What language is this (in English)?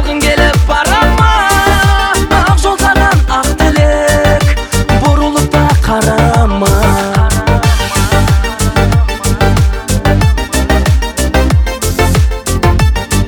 Kazakh